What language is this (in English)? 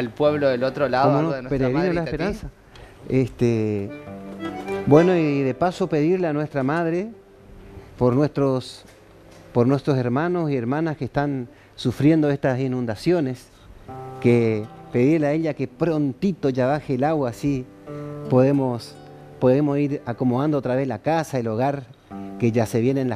Spanish